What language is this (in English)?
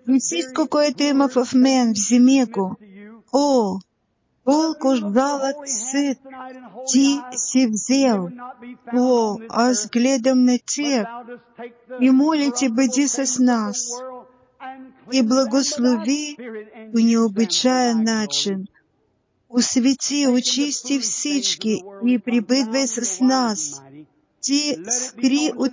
Bulgarian